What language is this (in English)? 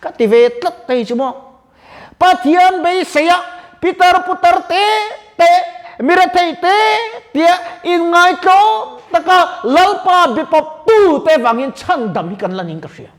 Mizo